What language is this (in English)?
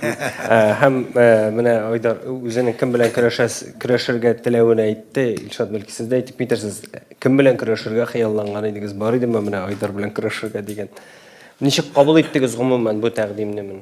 Tatar